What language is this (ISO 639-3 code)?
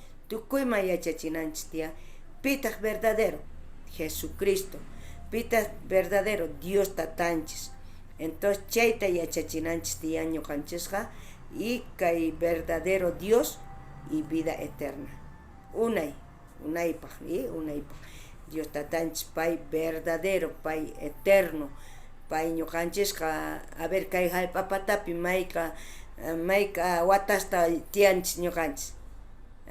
quh